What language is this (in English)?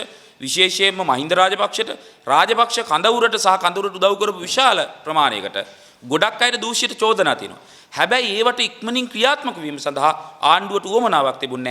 Sinhala